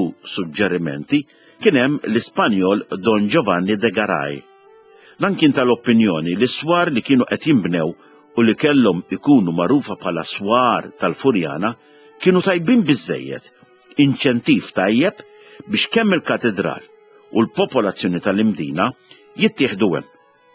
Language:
Maltese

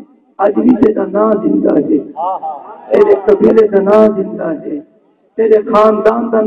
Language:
Saraiki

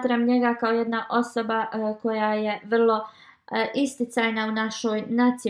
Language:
Bosnian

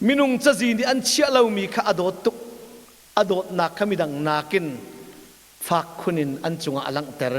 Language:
Hakha Chin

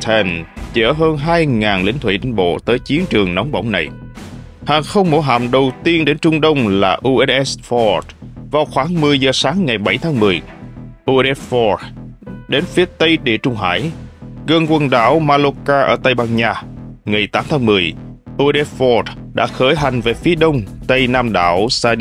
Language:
Vietnamese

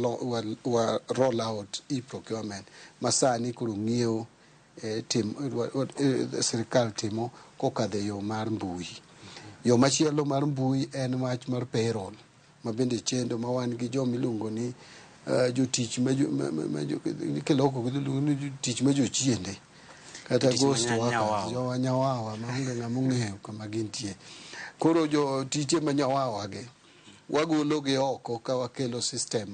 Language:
Luo (Kenya and Tanzania)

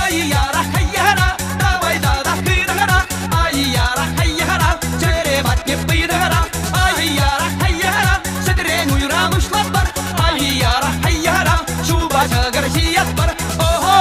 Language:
Chuvash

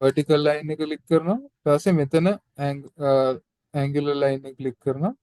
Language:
Sinhala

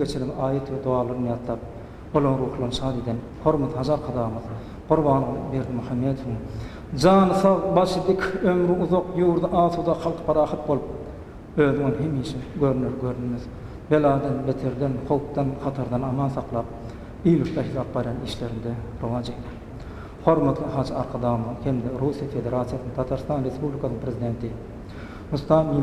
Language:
Turkmen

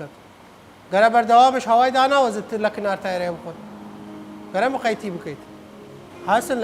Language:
Southern Kurdish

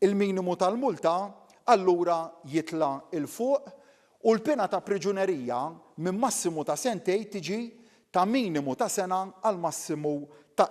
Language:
Maltese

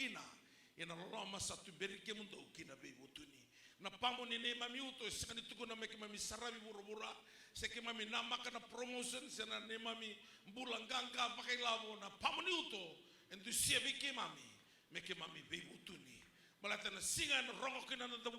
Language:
Fijian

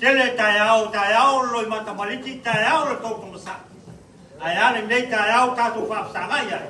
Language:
Samoan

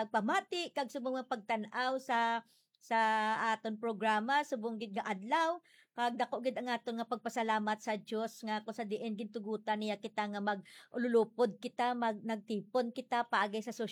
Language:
Hiligaynon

